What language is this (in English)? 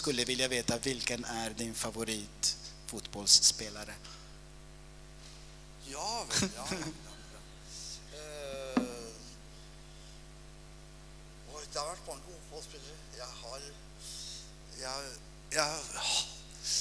Italian